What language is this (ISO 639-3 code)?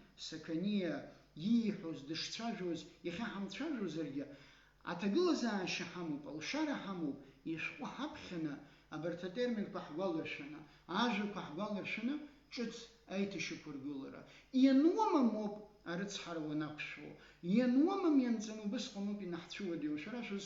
abk